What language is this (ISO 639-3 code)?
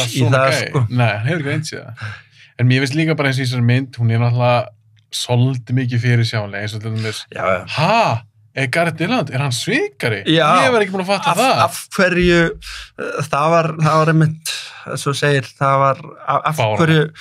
isl